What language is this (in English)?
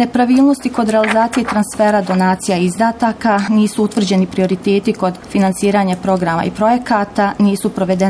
Serbian